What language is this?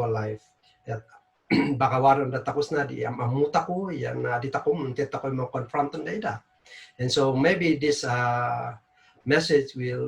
Kankanaey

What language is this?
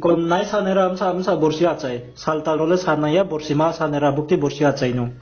Riang (India)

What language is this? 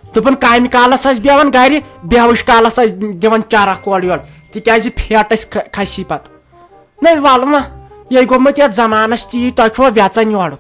Kashmiri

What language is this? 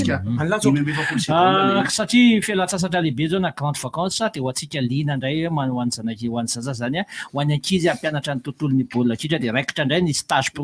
Malagasy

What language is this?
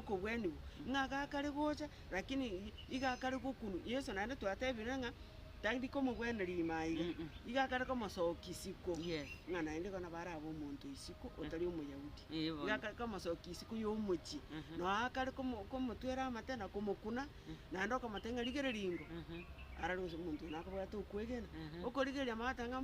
Gusii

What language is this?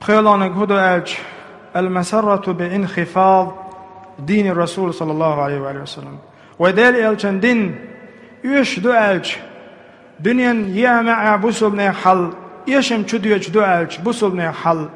Chechen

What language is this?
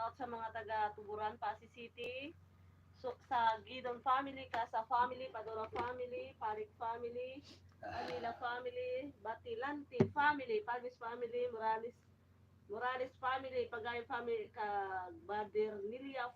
Hiligaynon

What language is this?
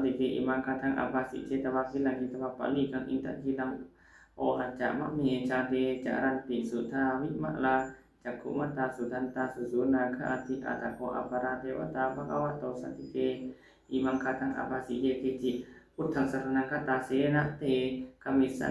Pali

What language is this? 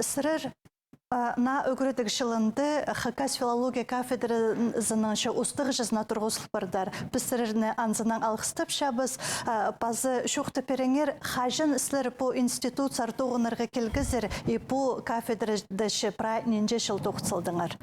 Khakas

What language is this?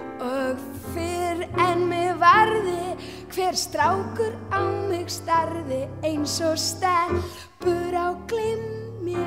Icelandic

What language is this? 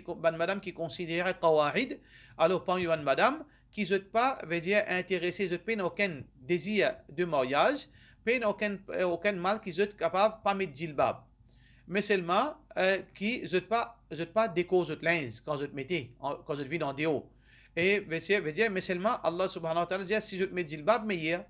Morisyen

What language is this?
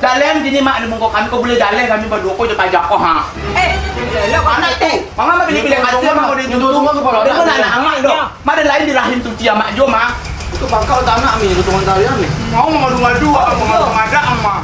Minangkabau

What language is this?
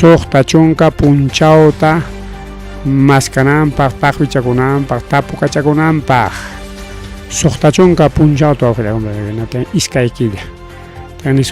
Ayacucho Quechua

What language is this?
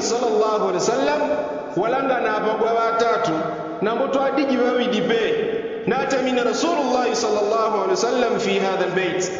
Yao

